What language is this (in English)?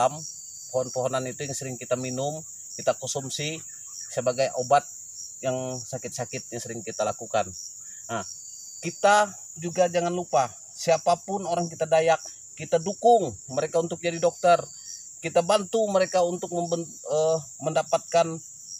Indonesian